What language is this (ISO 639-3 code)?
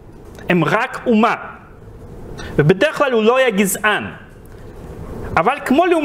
heb